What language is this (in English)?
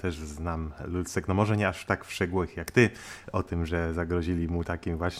Polish